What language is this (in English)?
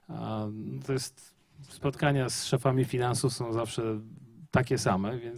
Polish